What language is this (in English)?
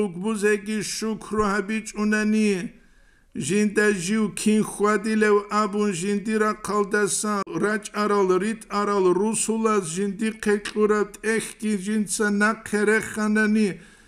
Avaric